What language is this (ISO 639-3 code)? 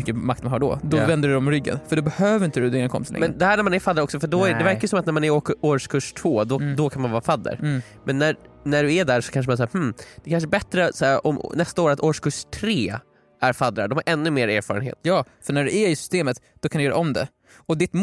swe